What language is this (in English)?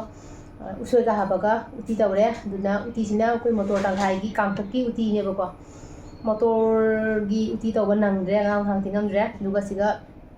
Manipuri